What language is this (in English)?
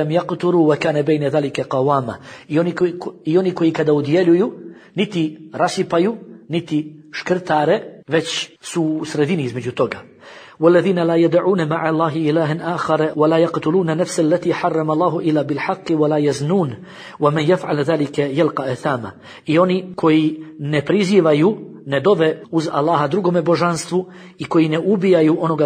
Bosnian